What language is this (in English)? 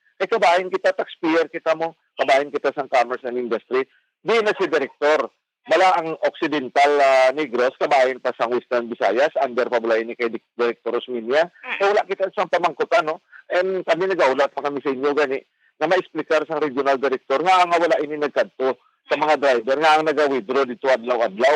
Hiligaynon